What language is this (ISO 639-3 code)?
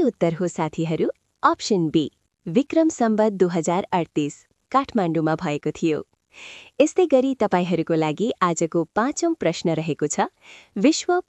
nep